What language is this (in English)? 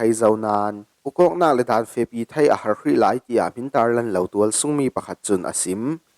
Falam Chin